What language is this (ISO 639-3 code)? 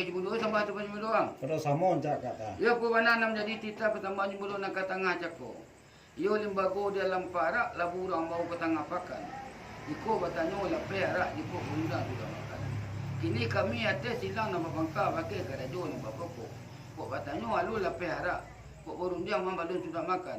min